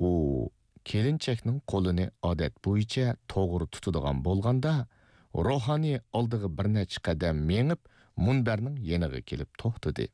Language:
Uyghur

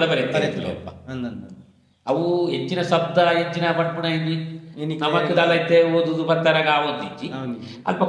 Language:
Tulu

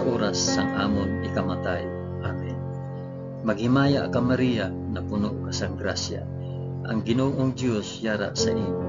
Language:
Hiligaynon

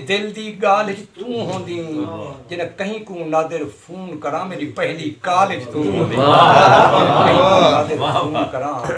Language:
Saraiki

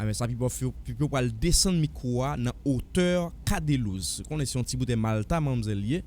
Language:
Haitian Creole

